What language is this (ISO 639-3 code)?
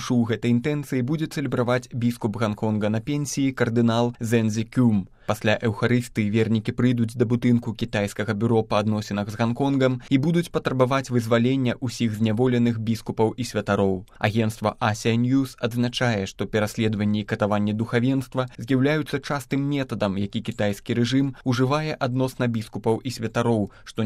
bel